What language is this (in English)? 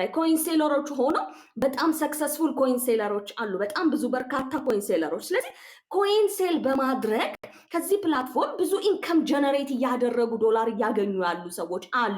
Amharic